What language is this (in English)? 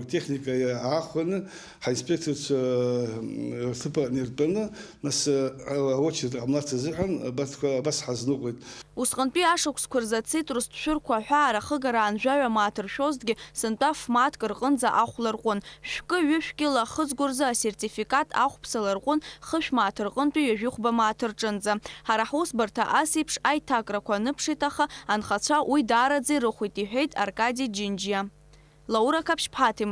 Abkhazian